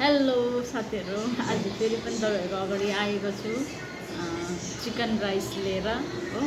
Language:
Nepali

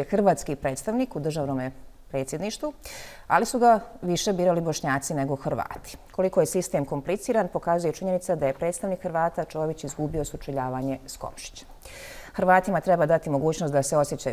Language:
Bosnian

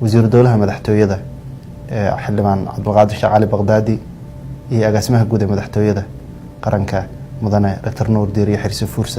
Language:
Somali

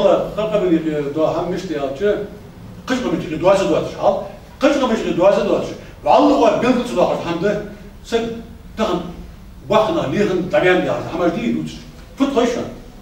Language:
Ingush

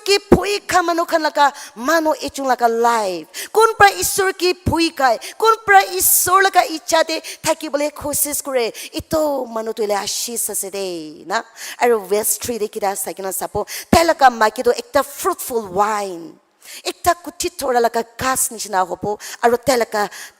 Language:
Naga Pidgin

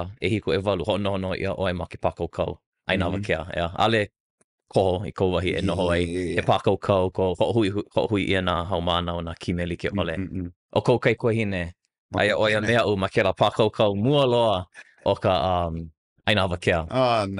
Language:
Hawaiian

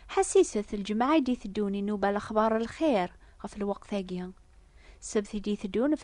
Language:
Kabyle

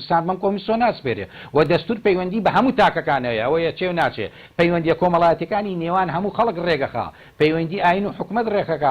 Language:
Central Kurdish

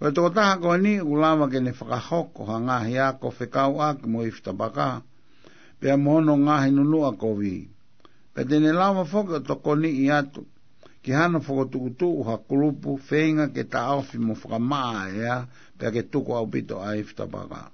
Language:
Tongan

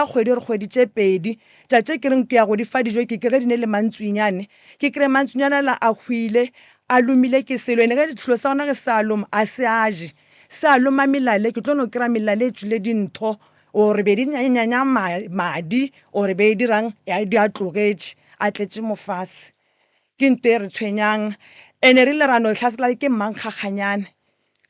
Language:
Northern Sotho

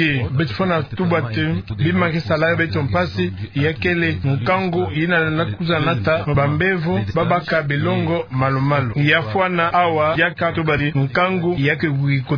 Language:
Kituba (Democratic Republic of Congo)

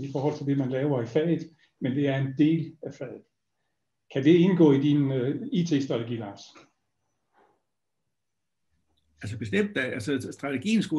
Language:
Danish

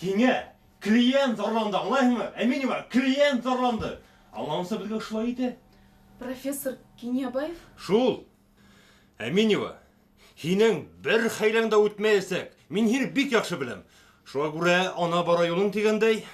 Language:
Bashkir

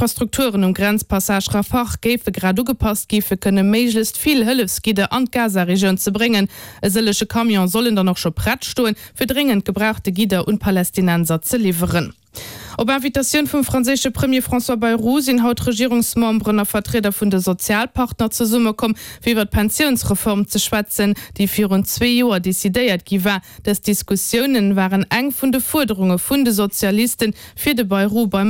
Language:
Luxembourgish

